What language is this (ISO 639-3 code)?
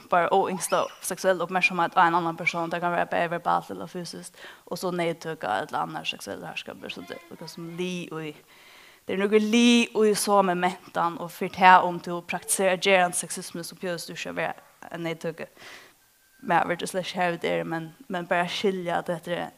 fao